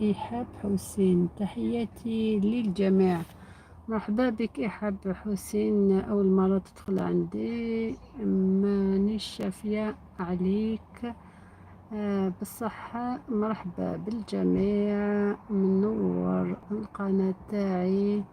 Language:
Algerian Arabic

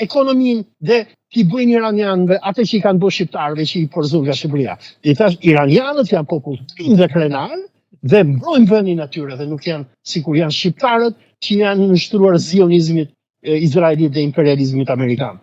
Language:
Albanian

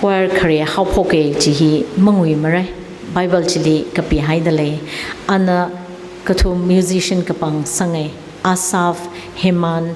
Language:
Tangkhul Naga (India)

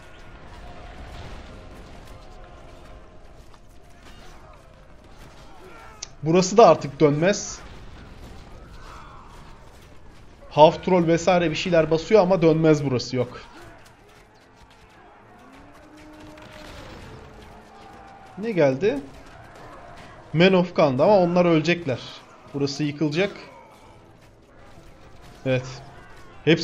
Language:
Turkish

